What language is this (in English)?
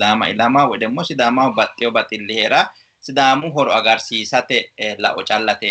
Sidamo